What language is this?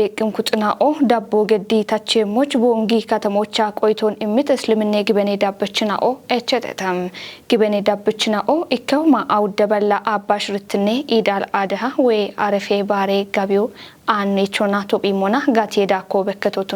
Kafa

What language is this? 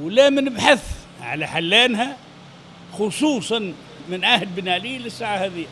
Tunisian Arabic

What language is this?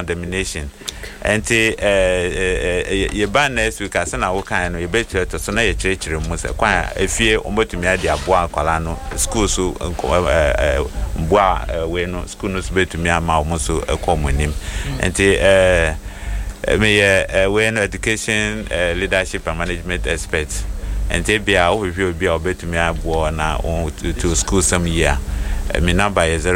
Akan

